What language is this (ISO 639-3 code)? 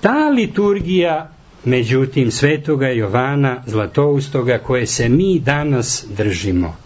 srp